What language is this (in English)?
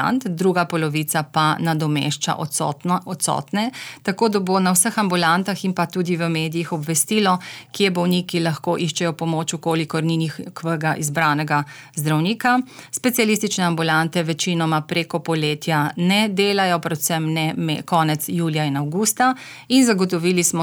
Slovenian